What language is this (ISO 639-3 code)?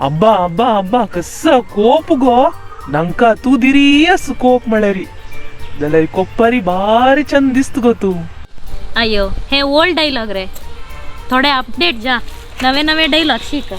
kok